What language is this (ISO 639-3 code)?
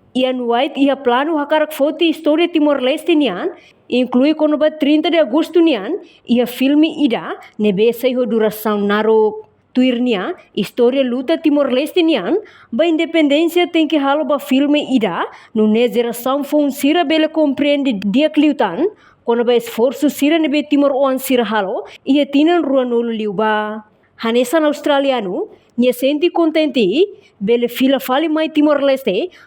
tet